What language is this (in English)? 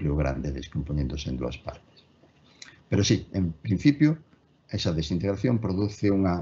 Galician